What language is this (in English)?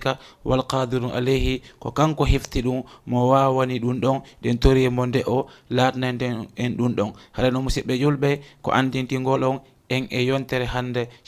Fula